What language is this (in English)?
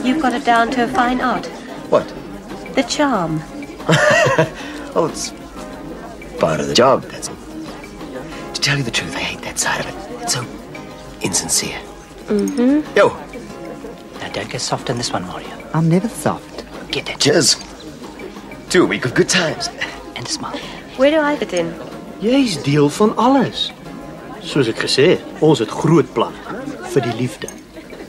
Afrikaans